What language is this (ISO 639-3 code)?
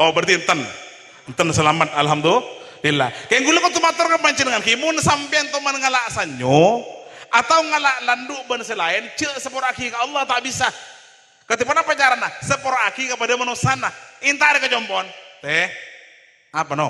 mad